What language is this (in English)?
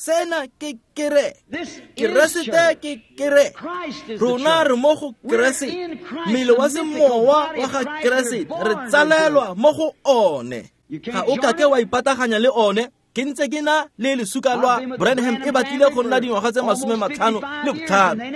Tswana